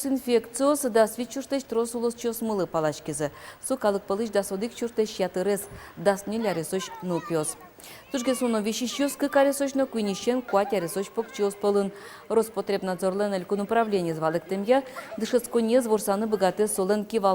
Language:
Udmurt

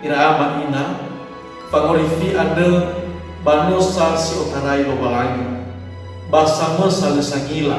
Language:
Nias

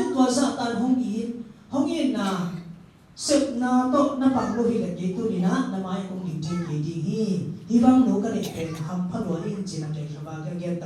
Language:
Tedim Chin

